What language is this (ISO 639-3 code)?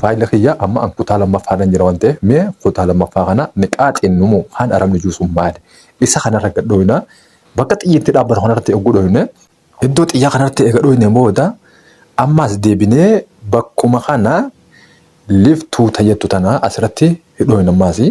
orm